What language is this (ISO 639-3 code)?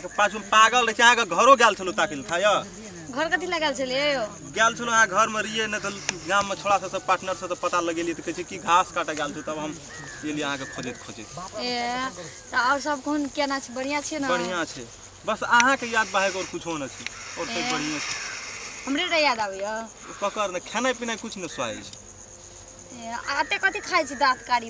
mai